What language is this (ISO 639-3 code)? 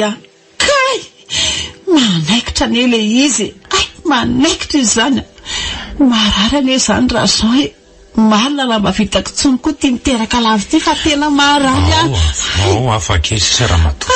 mlg